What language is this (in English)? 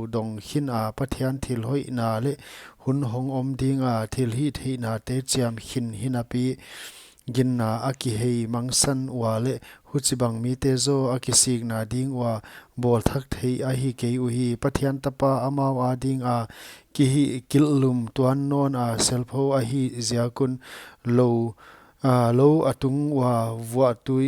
Paite Chin